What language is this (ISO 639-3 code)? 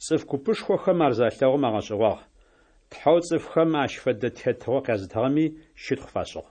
ady